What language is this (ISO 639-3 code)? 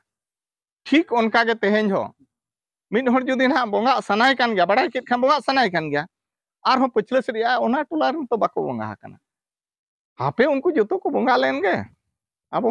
sat